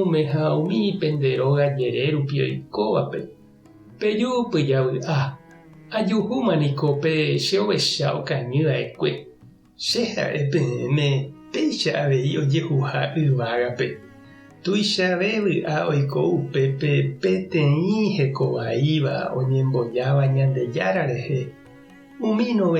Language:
Guarani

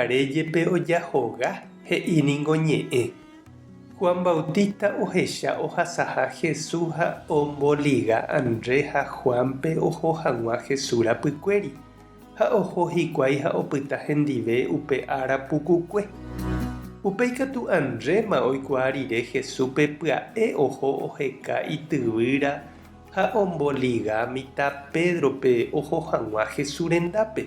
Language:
Guarani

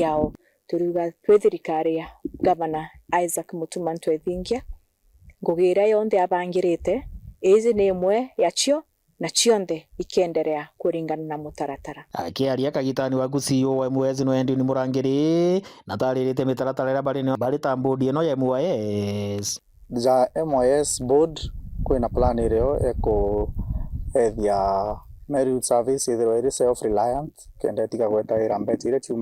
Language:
Meru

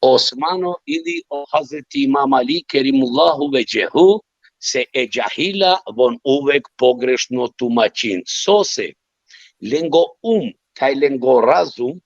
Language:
Balkan Romani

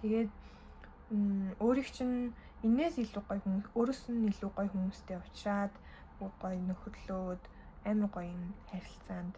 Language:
Mongolian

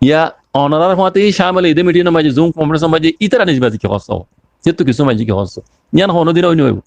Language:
Rohingya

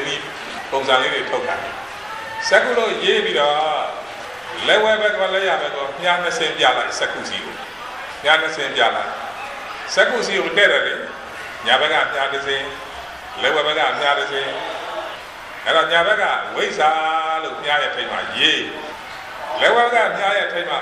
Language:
Burmese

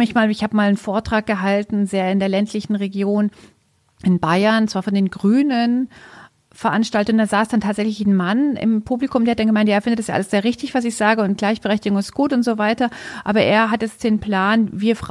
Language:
German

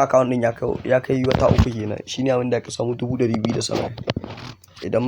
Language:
Hausa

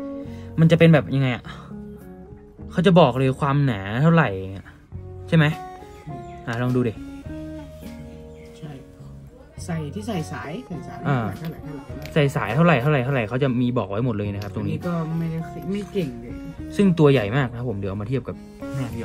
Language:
Thai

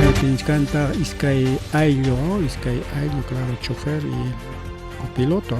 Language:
Ayacucho Quechua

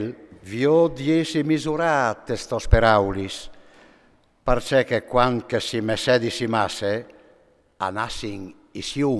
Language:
Friulian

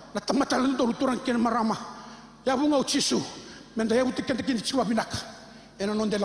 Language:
Fijian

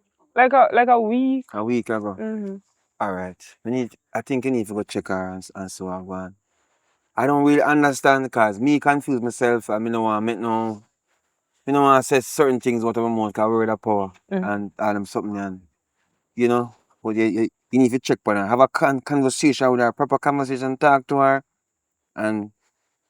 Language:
Jamaican Creole English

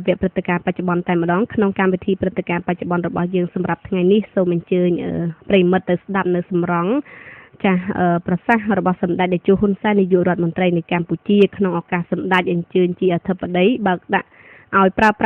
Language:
Khmer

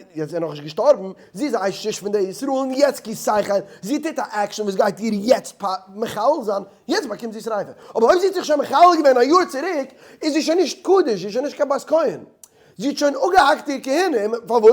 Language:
Yiddish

